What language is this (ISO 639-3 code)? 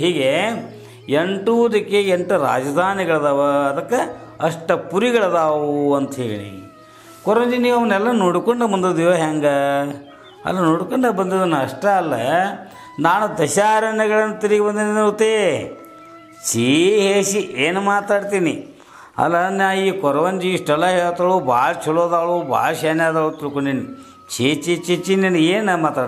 kan